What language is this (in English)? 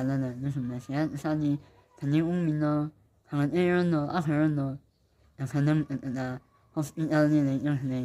Tangkhul Naga (India)